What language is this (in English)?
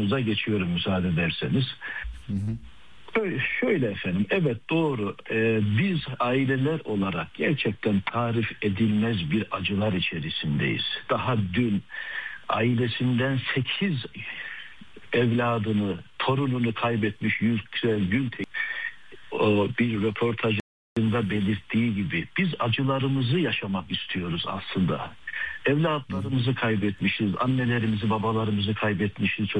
Turkish